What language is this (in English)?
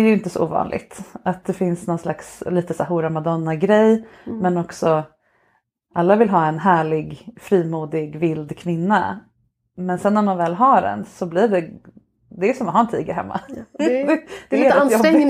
Swedish